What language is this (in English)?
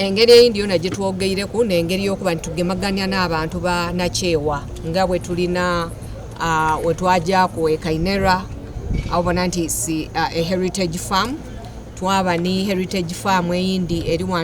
Soga